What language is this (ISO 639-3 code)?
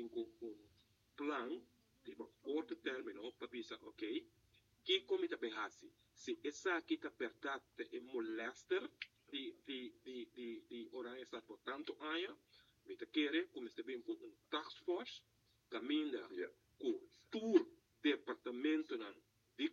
pap